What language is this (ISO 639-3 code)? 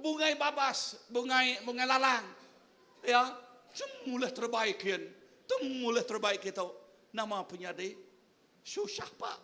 iba